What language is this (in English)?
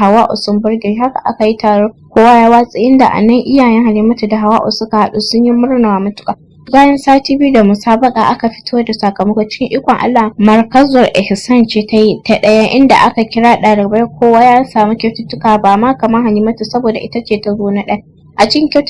Hausa